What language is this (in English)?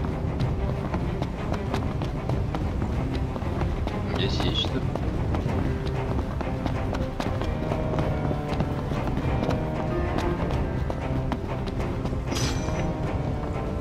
Russian